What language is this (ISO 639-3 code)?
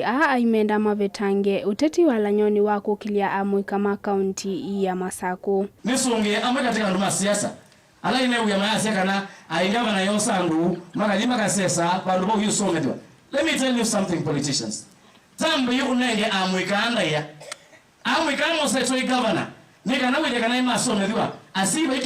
kam